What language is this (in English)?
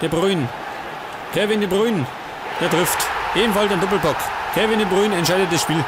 Bavarian